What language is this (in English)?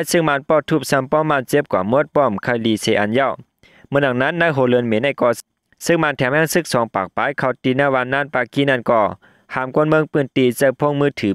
Shan